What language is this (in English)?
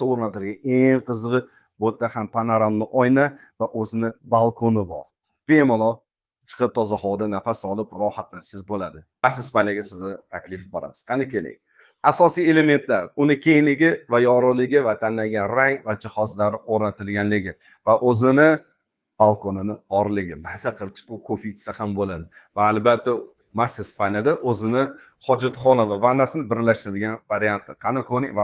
Uzbek